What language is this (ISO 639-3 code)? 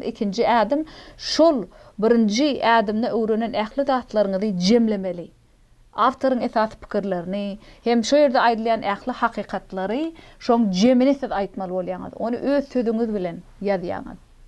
tuk